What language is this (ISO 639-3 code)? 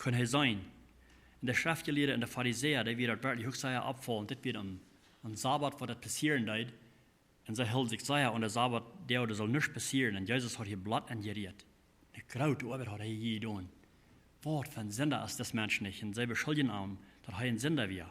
pdt